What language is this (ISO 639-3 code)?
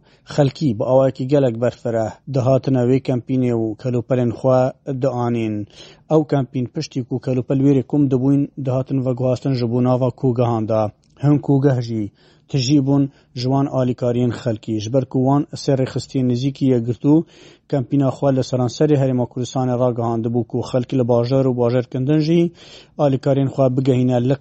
kur